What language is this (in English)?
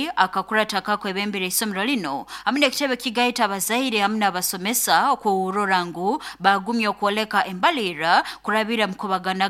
Nyoro